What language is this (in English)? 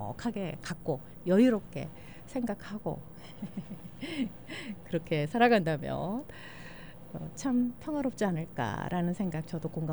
Korean